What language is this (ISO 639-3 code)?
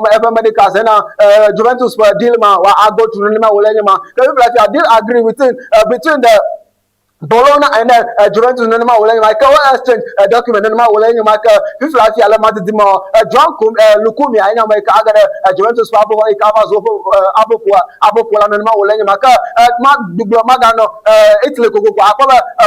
ewe